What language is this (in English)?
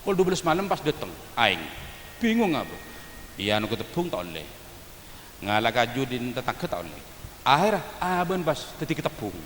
Madurese